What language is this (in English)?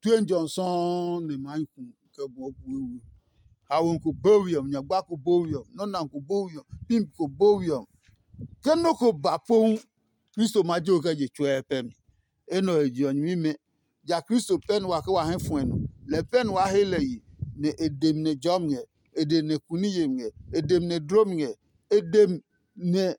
Adangme